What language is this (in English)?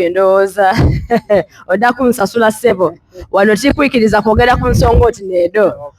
Soga